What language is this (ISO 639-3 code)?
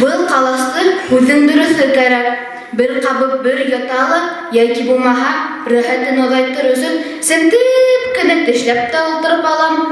bak